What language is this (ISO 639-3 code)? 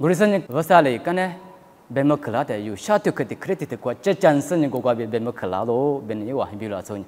lis